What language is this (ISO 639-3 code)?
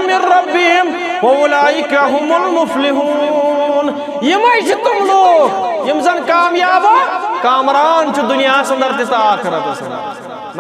kas